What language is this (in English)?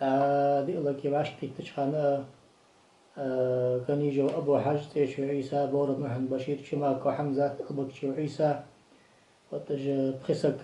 Ingush